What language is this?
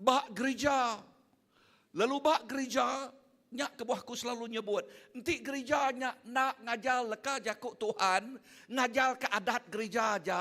Iban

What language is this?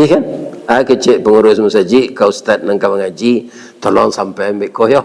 Minangkabau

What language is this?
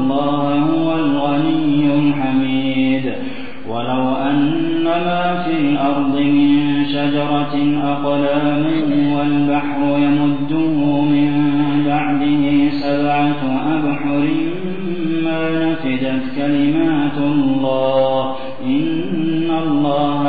Arabic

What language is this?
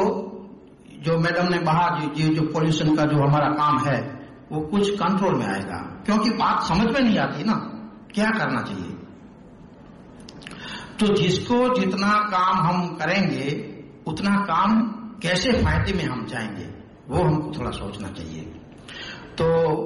Hindi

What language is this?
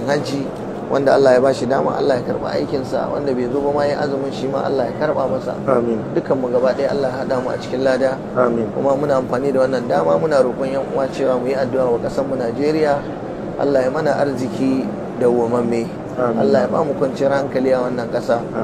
Hausa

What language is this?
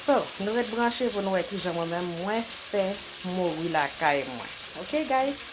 Haitian Creole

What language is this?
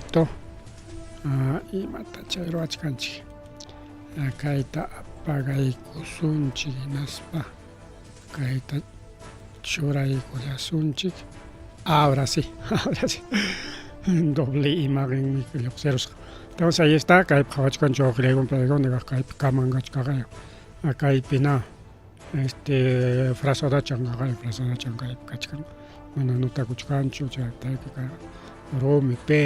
Ayacucho Quechua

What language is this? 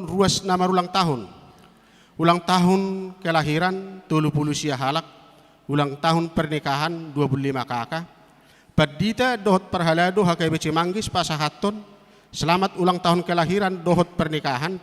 Batak Toba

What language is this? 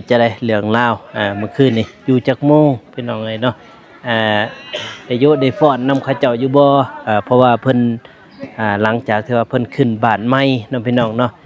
Lao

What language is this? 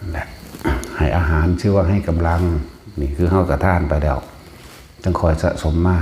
Lao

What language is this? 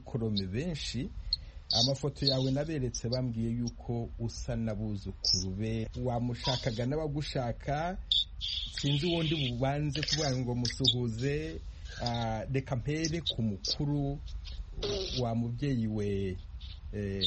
Kinyarwanda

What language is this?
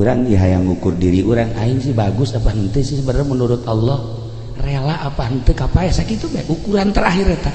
Sundanese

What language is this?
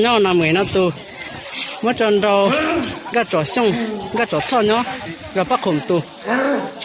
Hmong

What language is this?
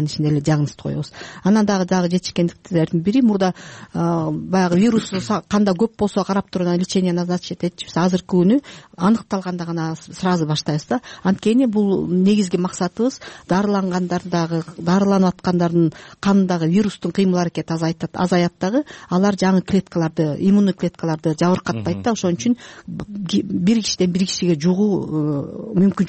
Kyrgyz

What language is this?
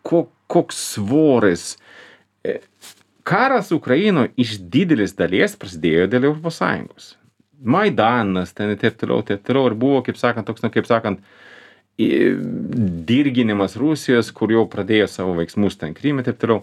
Lithuanian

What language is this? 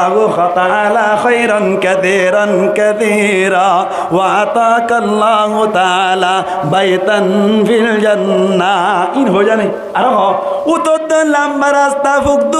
Rohingya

